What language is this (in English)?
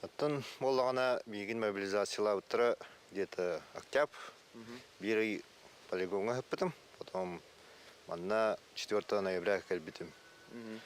Yakut